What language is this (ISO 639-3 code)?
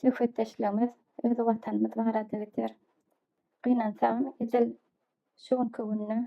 tuk